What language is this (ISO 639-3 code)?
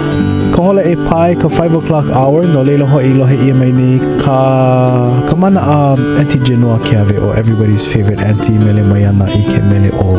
haw